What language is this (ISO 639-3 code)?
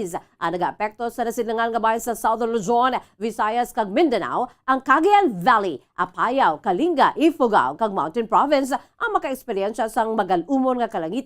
hil